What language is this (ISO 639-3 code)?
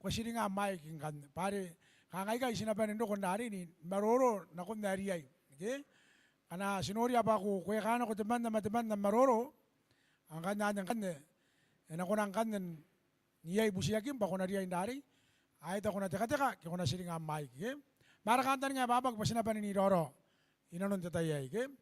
gil